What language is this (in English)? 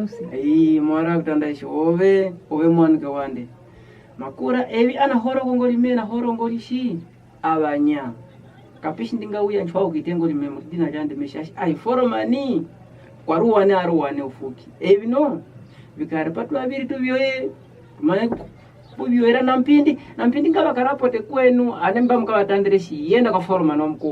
Kwangali